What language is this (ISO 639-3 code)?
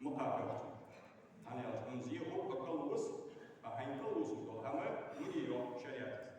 inh